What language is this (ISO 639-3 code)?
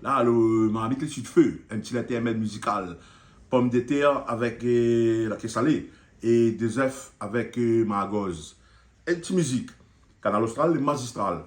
rcf